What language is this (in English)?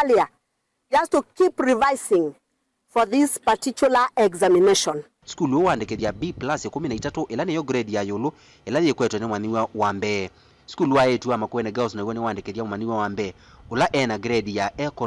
Kamba